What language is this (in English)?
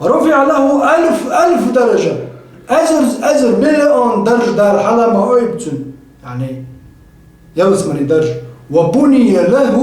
Chechen